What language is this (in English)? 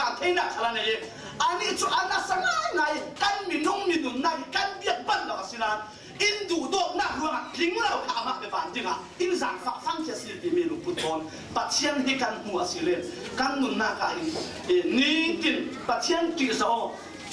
Falam Chin